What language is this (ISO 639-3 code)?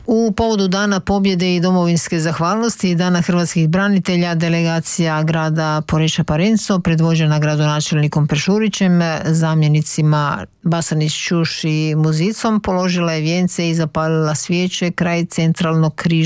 hrv